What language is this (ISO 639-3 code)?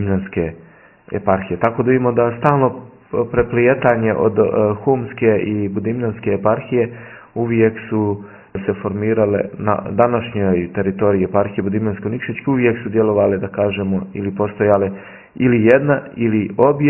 srp